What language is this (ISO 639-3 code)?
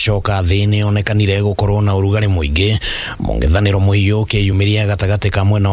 kik